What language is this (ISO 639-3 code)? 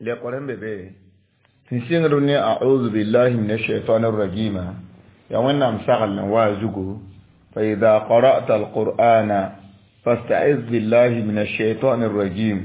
mos